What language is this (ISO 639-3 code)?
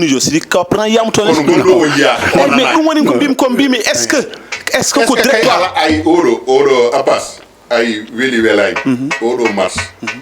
ful